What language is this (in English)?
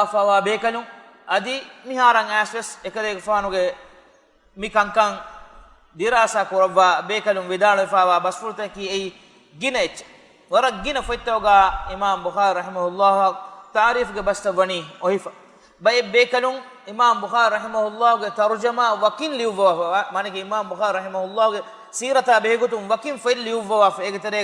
Divehi